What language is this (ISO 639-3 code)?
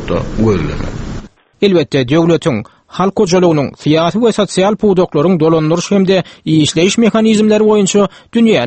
tuk